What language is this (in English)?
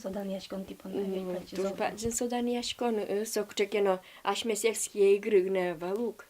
Udmurt